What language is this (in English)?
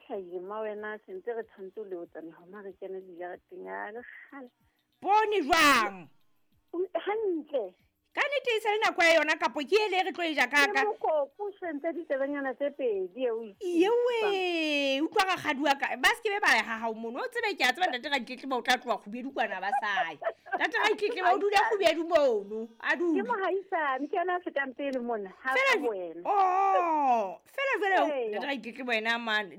Southern Sotho